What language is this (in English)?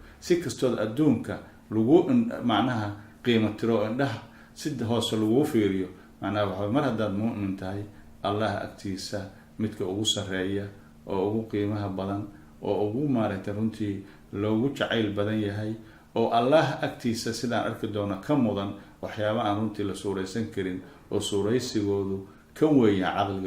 Somali